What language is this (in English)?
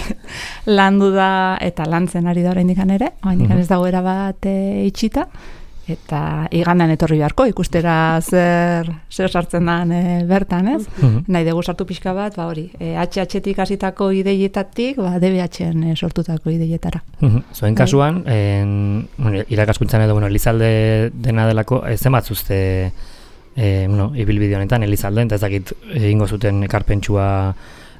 Basque